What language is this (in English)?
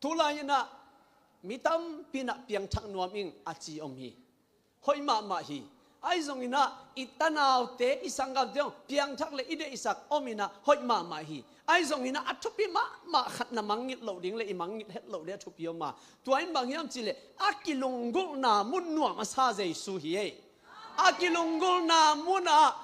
Tedim Chin